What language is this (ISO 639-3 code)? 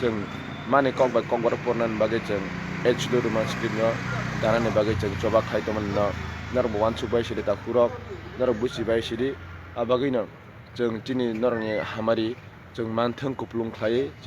trp